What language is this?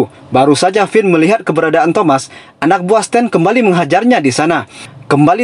Indonesian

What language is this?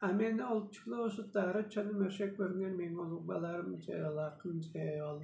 Tuvinian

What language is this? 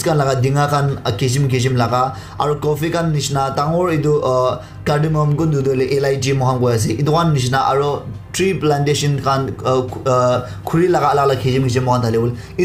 Naga Pidgin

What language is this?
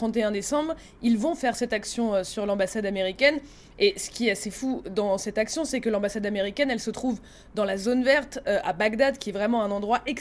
French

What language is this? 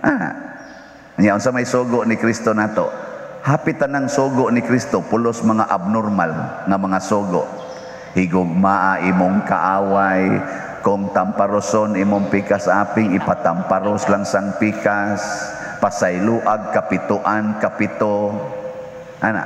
Cebuano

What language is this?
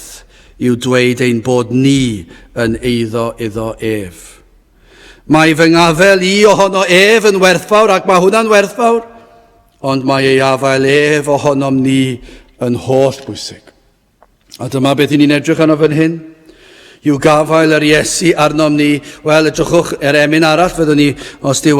Welsh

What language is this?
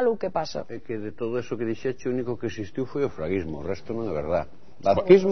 Galician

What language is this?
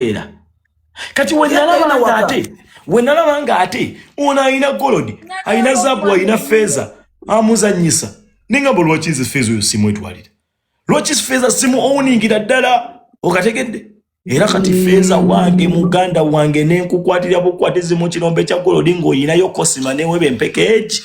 Ganda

